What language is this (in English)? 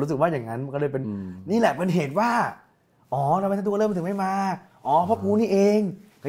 Thai